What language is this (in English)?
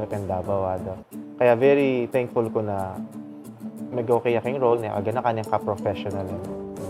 Pampanga